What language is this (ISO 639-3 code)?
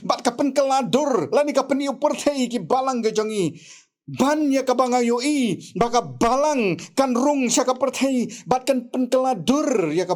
kha